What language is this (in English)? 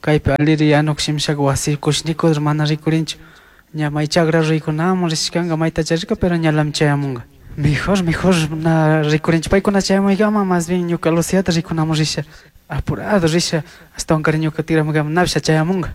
Chimborazo Highland Quichua